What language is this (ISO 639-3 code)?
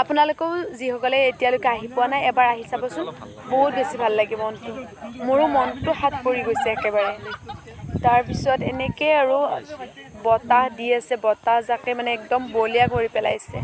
asm